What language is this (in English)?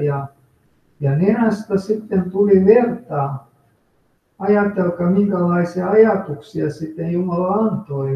Finnish